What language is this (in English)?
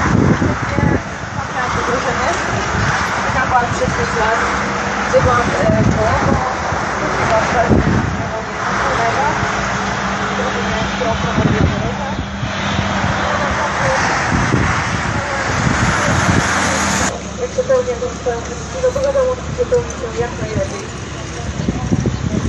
Polish